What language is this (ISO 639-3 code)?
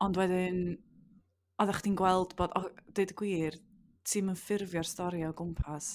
cym